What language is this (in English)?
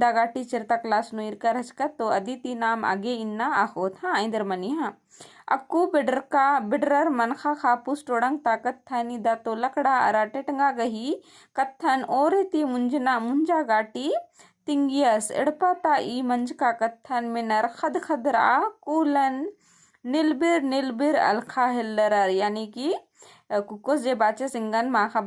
Kurukh